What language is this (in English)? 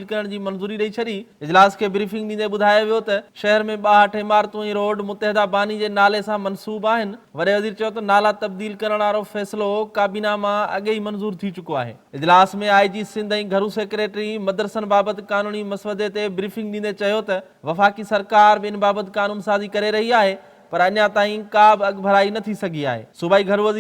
Sindhi